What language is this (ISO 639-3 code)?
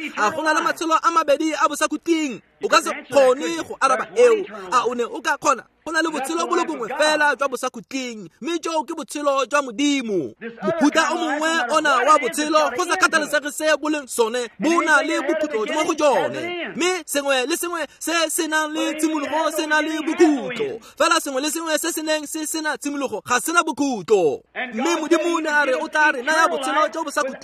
tsn